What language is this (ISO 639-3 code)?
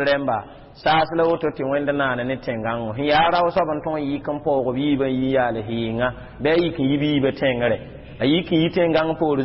mos